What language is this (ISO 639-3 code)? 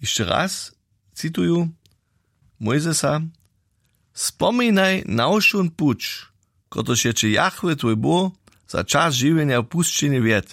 hsb